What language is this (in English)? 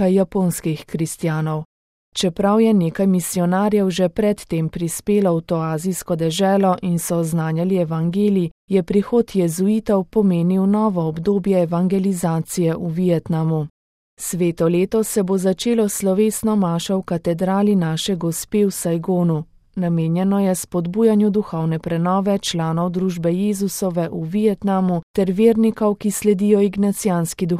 Slovenian